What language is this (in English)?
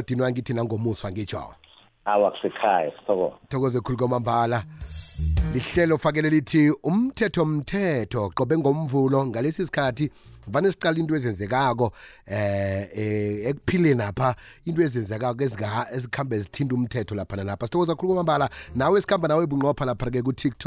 South Ndebele